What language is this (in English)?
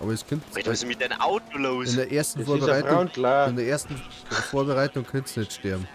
Bavarian